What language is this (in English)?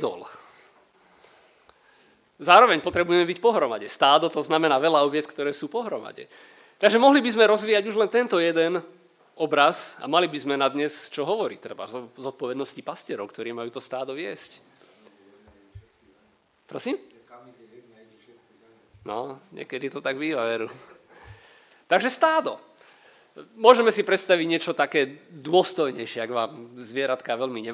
Slovak